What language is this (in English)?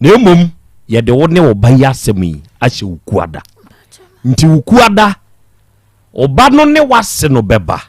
Akan